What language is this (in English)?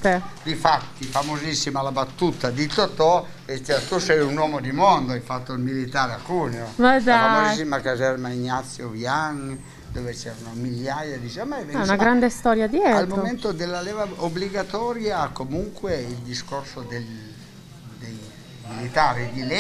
Italian